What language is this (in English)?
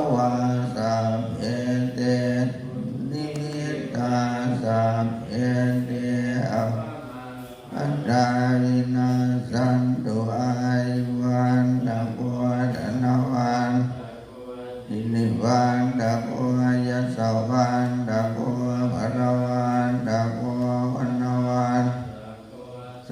Pali